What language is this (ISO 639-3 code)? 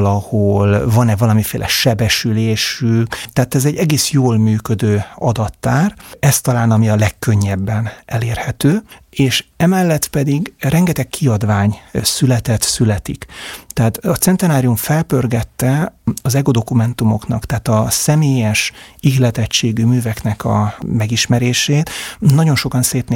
hun